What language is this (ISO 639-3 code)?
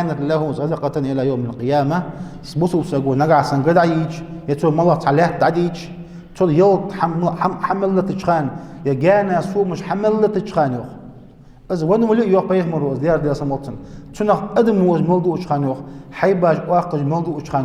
inh